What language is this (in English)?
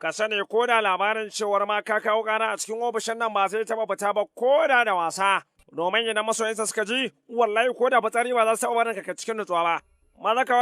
Hausa